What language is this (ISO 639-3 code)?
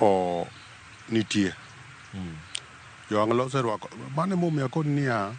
luo